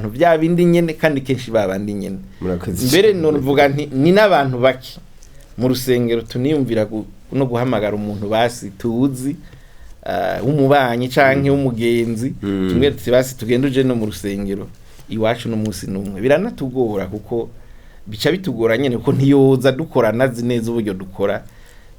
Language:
Rundi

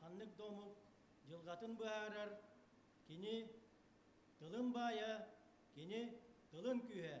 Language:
Yakut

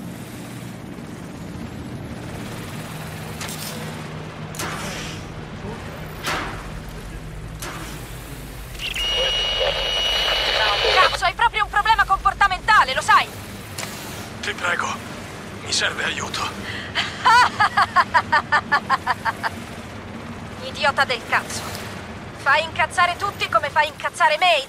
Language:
Italian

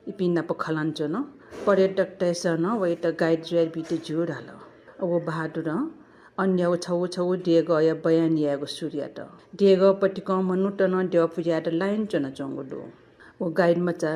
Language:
Newari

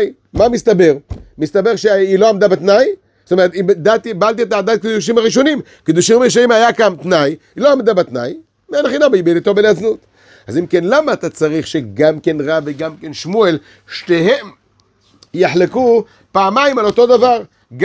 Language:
Hebrew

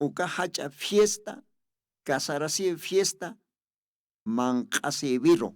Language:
Aymara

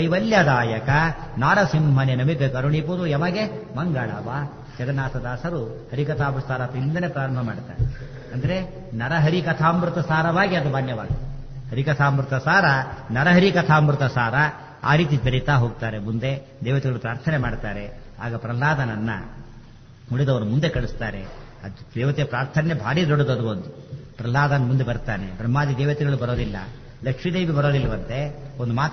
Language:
Kannada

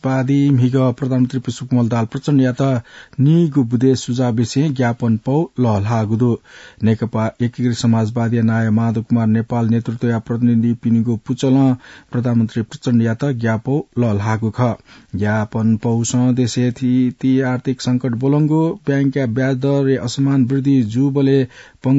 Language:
Newari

